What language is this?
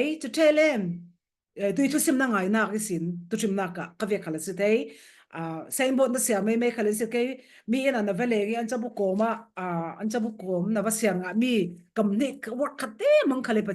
Falam Chin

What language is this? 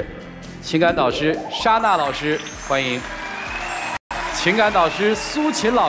Chinese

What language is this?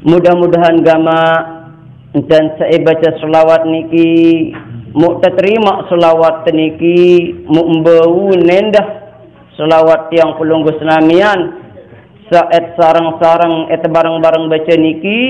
Sasak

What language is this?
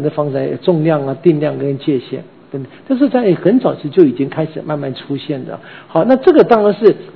Chinese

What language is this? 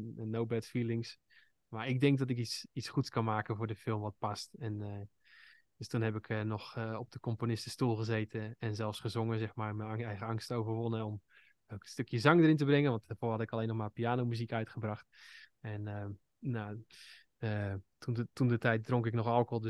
Dutch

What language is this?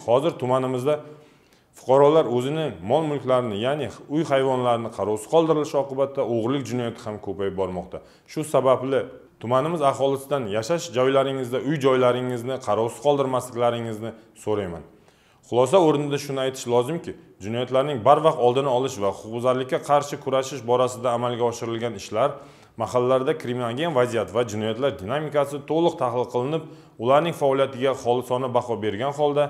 Uzbek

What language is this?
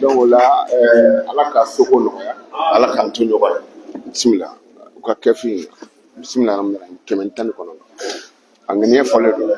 Bambara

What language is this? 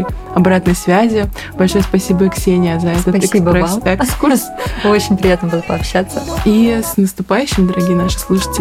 Russian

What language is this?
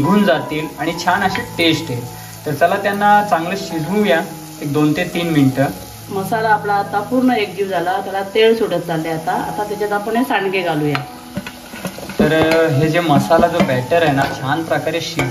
Marathi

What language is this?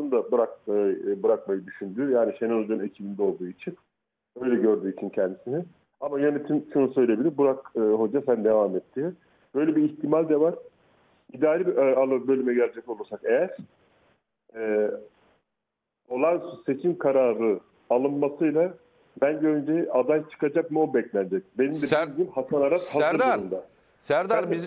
Turkish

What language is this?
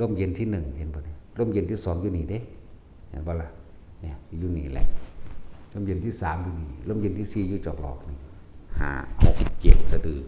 Northeastern Thai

